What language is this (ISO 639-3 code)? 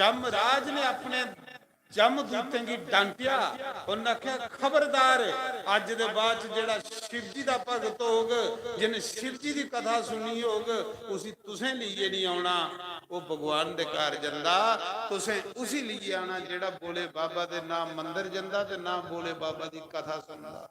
doi